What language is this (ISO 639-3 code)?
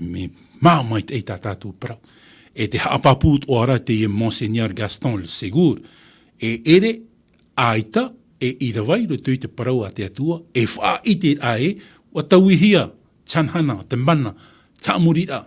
tah